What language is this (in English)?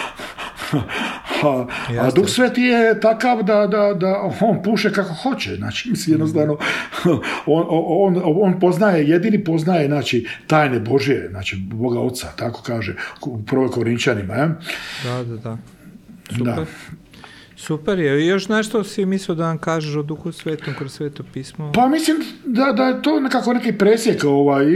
Croatian